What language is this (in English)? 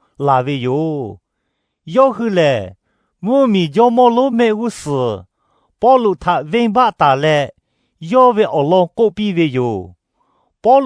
Lahu